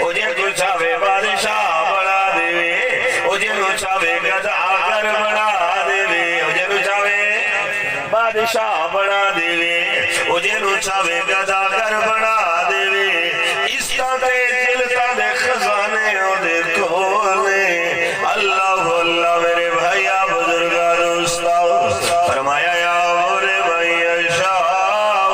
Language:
Saraiki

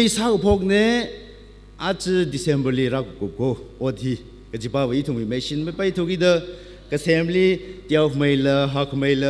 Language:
Tangkhul Naga (India)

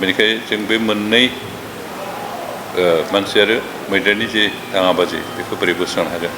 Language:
Bodo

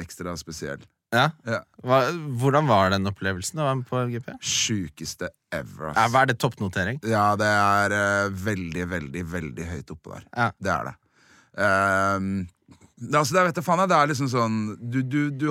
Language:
Norwegian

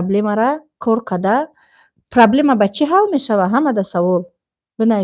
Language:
Tajik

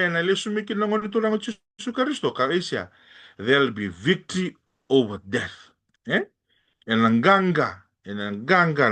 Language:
Fijian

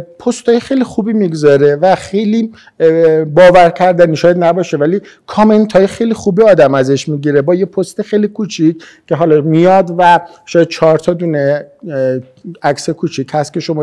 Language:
Persian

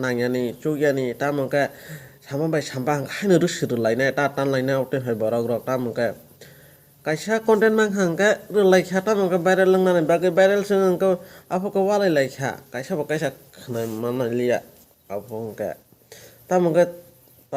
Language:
Kok Borok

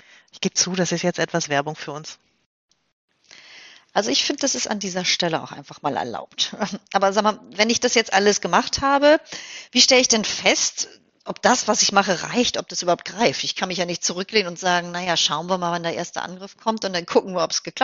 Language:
German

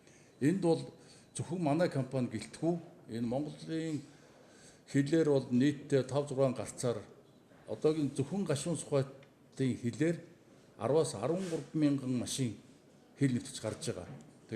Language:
Mongolian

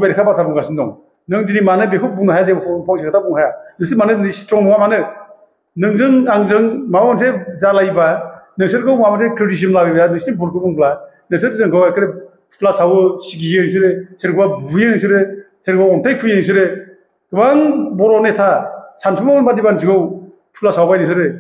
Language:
Bodo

